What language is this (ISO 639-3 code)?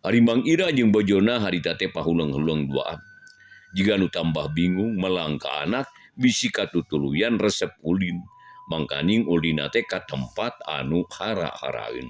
sun